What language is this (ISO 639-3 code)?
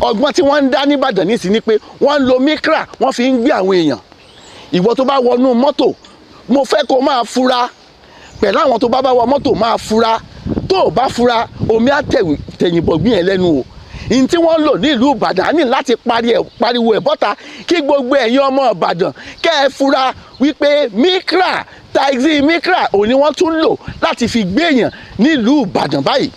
yor